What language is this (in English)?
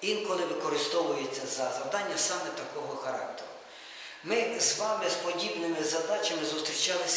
Ukrainian